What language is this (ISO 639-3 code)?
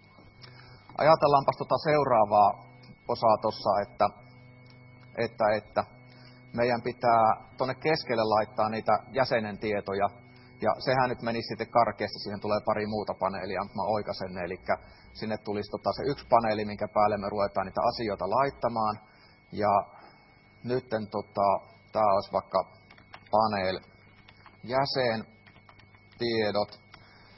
fin